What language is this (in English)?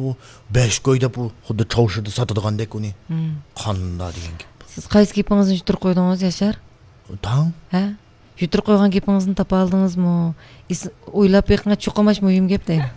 Uyghur